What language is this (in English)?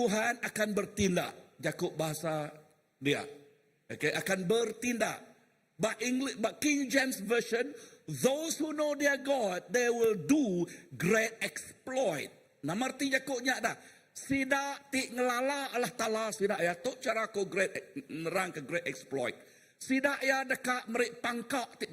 Iban